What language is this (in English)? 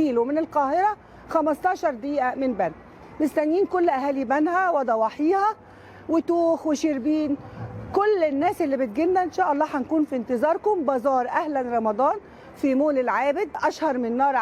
Egyptian Arabic